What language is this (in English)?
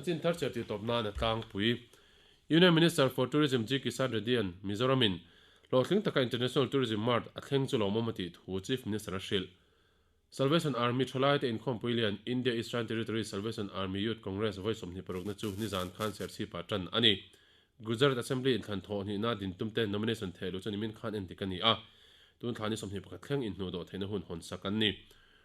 Mizo